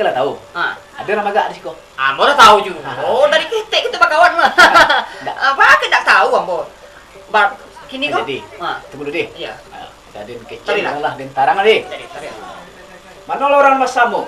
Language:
Minangkabau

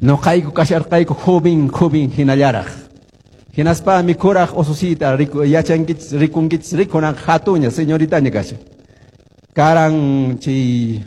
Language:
Quechua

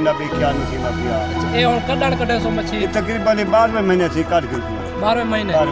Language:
Saraiki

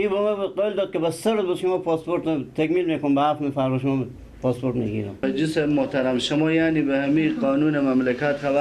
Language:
Persian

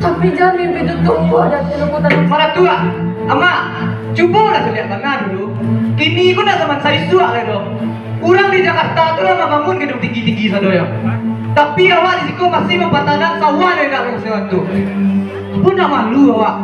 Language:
Minangkabau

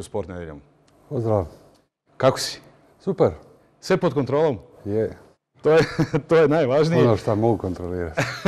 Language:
Croatian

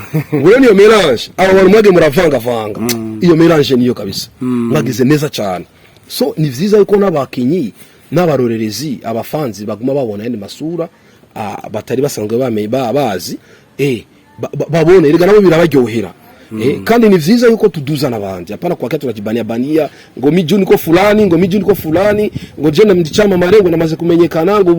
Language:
Rundi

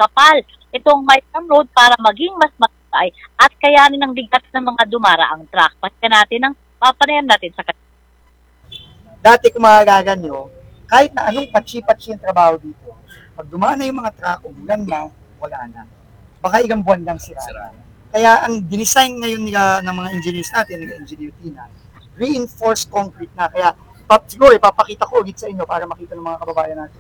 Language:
Filipino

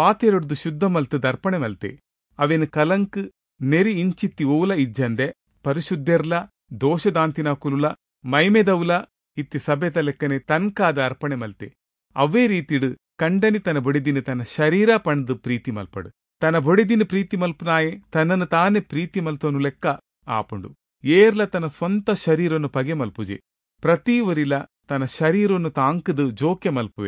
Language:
Tulu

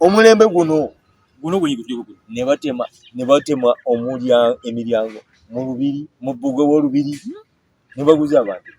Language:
Ganda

